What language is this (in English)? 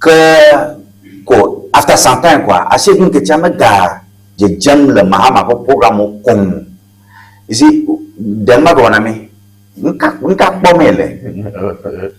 Ewe